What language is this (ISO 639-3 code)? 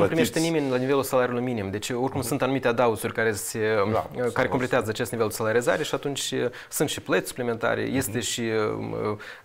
ron